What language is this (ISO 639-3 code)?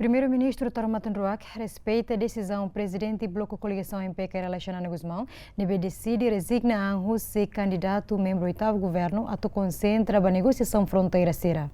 tet